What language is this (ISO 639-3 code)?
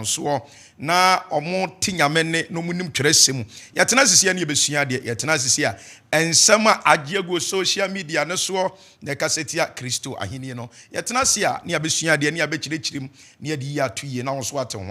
aka